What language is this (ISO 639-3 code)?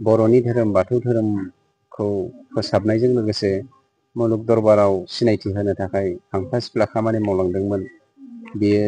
brx